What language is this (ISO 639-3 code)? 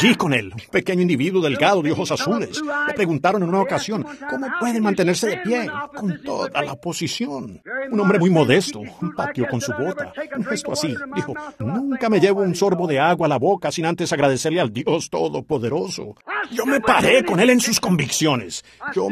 spa